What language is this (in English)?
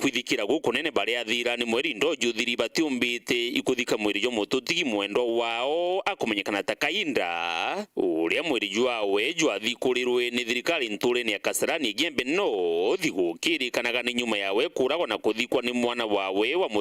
Meru